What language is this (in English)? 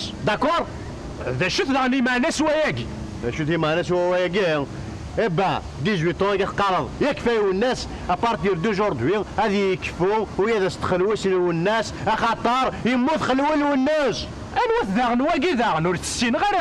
Kabyle